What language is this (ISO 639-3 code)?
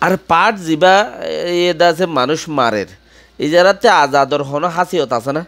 rhg